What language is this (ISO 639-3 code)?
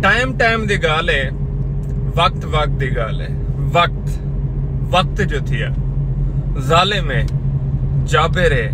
skr